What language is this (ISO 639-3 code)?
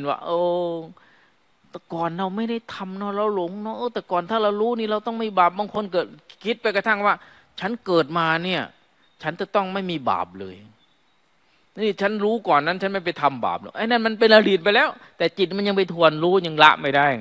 tha